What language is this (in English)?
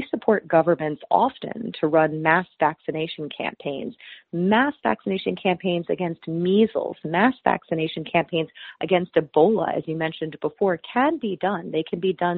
English